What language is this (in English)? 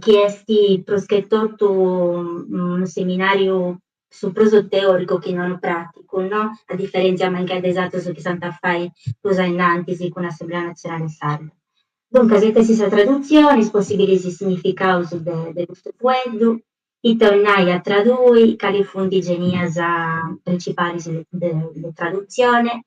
Sardinian